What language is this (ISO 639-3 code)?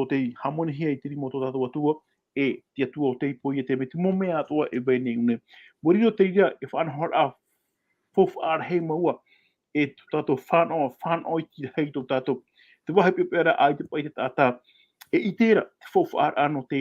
tah